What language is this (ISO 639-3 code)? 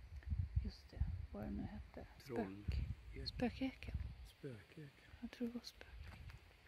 swe